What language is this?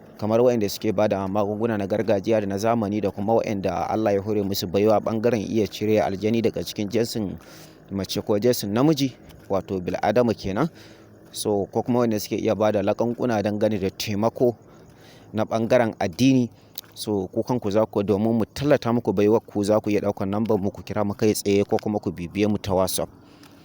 Hausa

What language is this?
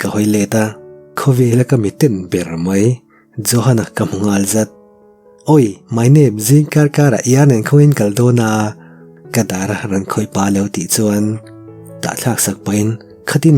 Mizo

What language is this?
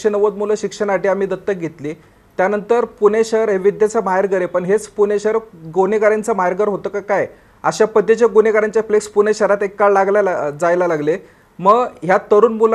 Marathi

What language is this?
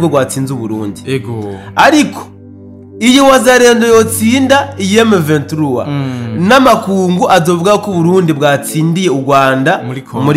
Rundi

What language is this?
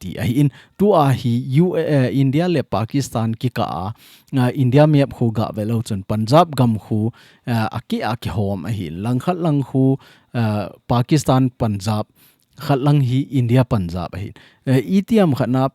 Thado Chin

